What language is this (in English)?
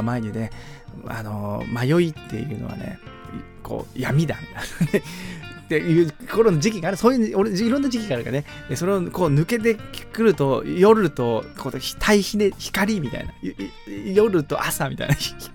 Japanese